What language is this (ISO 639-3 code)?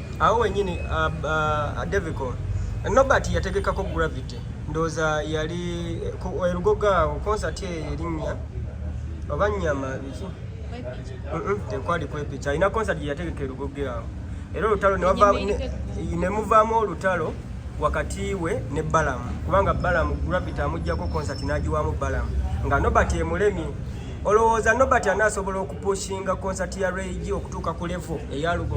lug